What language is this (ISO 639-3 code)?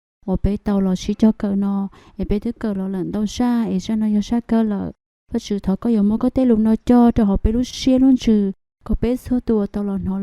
hmn